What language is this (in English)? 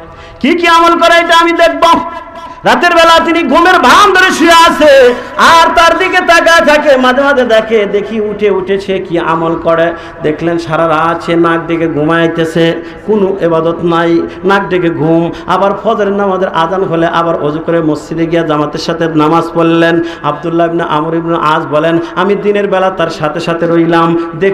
Bangla